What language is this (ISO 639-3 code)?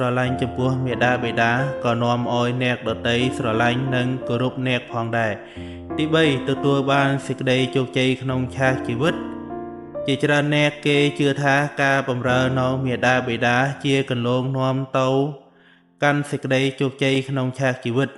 khm